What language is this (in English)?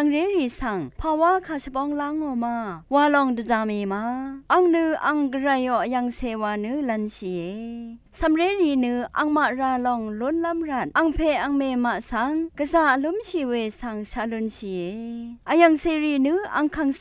Rawang